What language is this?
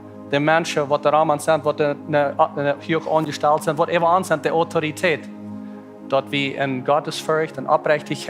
Plautdietsch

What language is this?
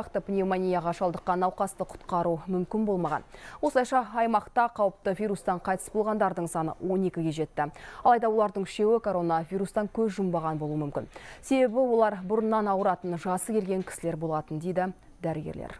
Kazakh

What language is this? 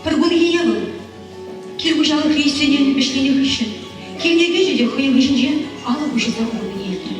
Chuvash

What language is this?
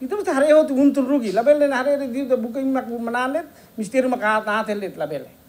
Tetum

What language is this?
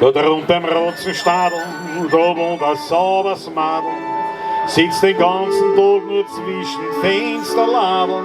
Bavarian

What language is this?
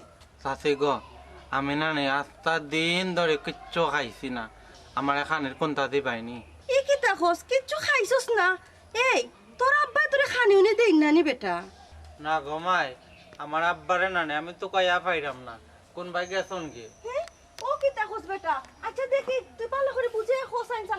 Sylheti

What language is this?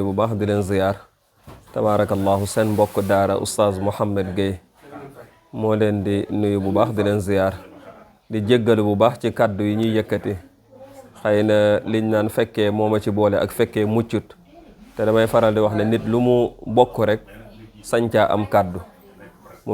Wolof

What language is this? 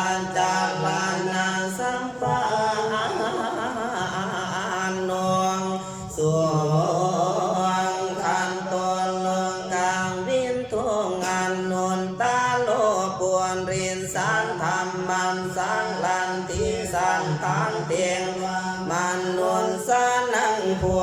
Pali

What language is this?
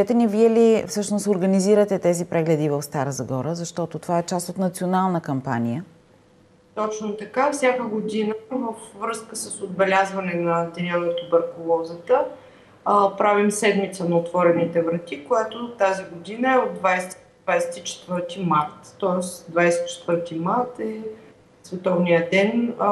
Bulgarian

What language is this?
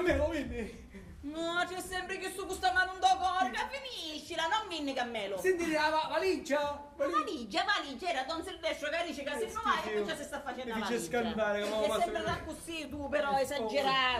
Sicilian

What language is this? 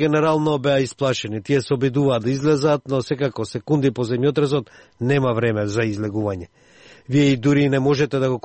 Macedonian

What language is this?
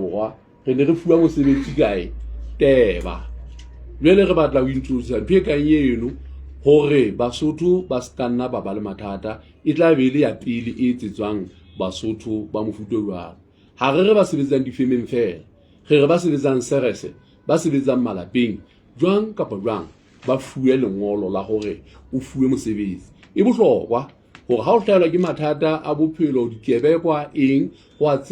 Southern Sotho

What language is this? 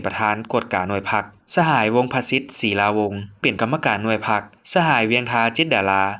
Lao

